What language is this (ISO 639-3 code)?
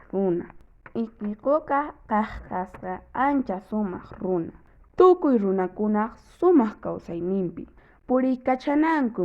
que